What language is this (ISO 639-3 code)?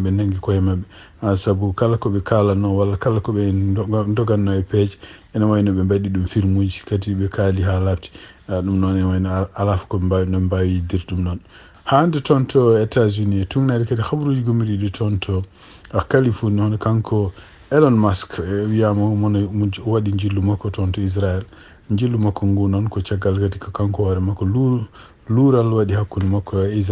ful